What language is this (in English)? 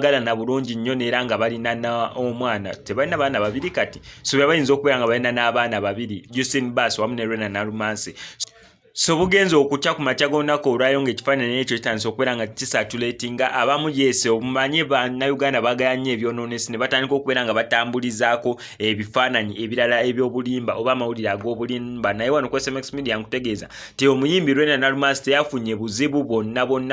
Ganda